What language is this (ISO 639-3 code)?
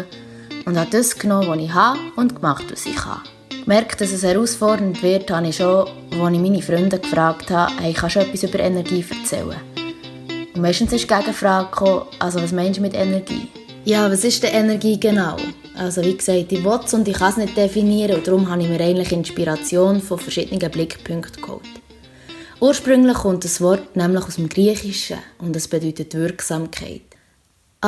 gsw